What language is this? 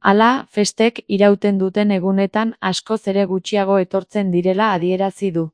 Basque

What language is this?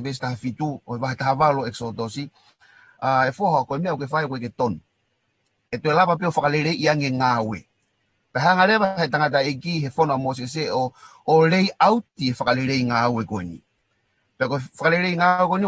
Tongan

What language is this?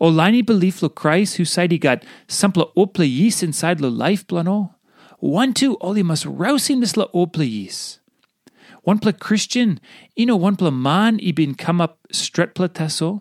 Tok Pisin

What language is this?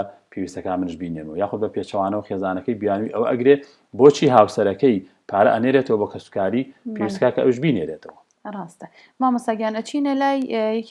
Central Kurdish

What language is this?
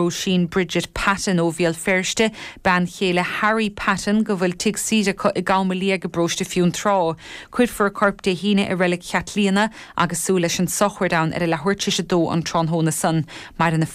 Irish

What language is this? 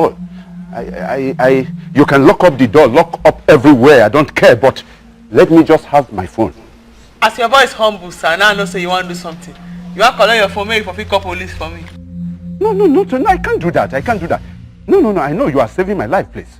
Nigerian Pidgin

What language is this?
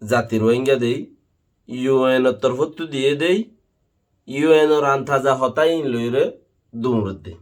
Rohingya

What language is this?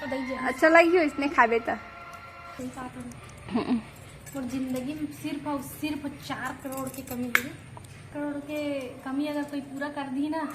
Chhattisgarhi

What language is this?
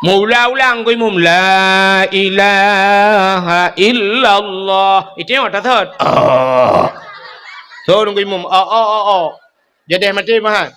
Achinese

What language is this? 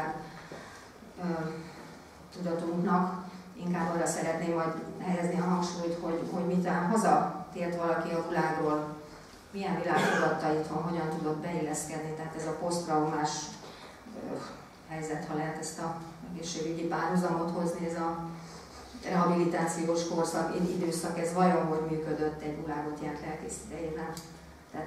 Hungarian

